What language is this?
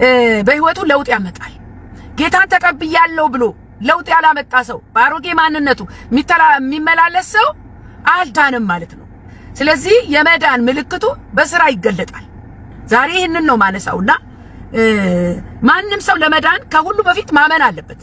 Amharic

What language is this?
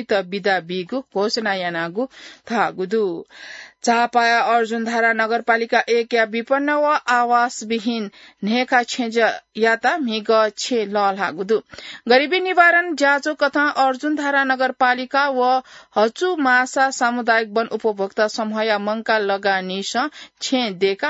Newari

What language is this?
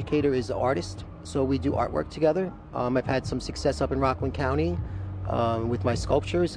English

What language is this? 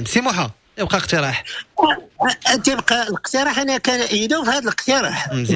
Moroccan Arabic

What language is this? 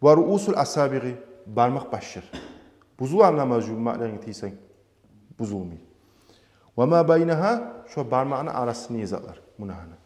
Kumyk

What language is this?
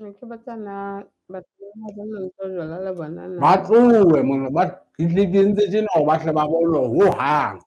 Southern Sotho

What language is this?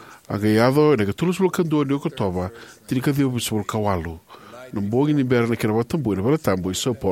Fijian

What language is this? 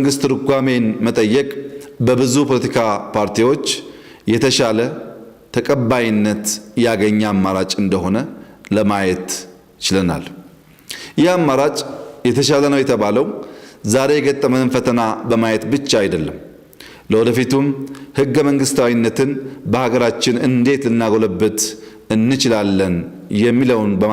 Amharic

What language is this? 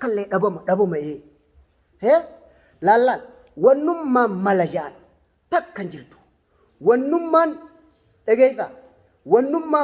Oromo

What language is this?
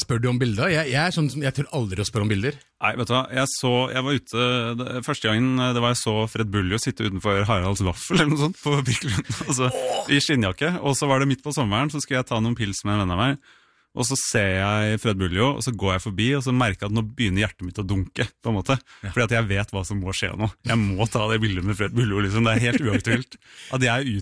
Norwegian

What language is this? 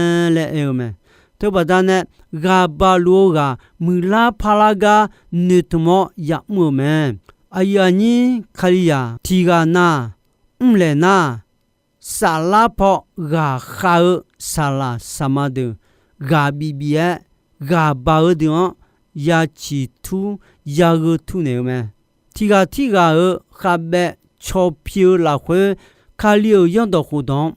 Akha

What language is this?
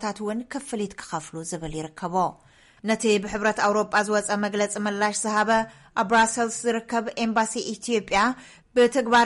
Tigrinya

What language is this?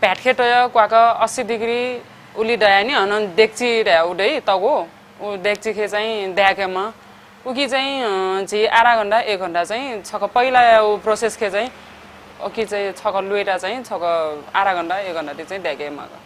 Newari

